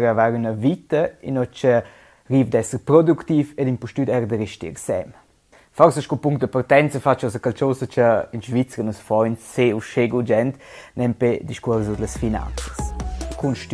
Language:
Romansh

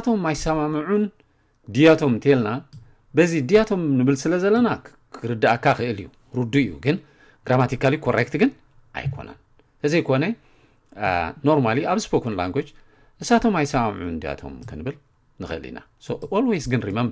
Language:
Tigrinya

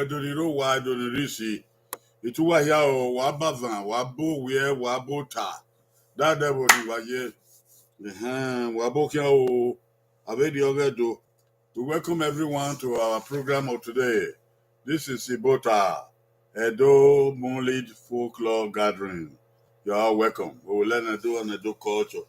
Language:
Bini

